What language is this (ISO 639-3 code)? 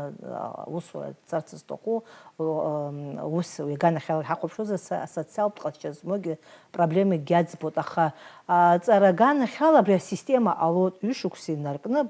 abk